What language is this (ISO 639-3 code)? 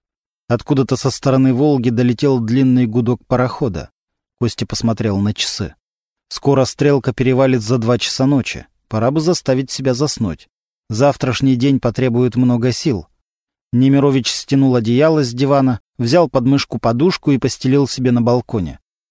rus